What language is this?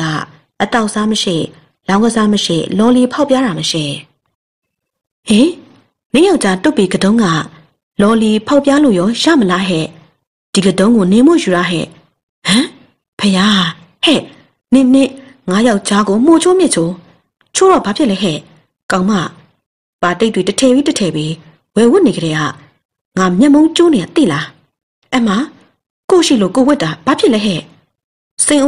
Burmese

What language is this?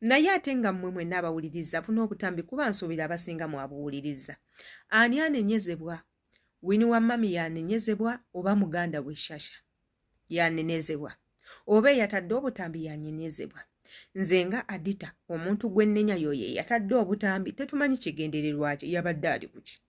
Ganda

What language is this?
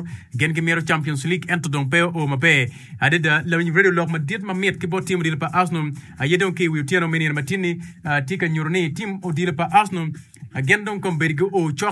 Acoli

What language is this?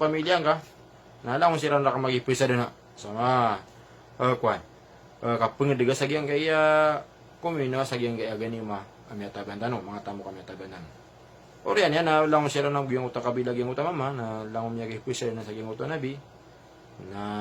Maranao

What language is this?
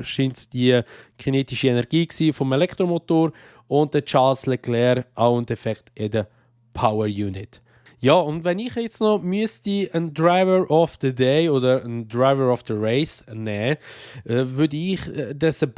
Swiss German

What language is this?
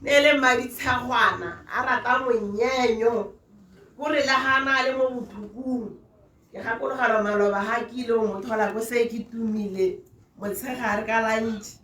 Tswana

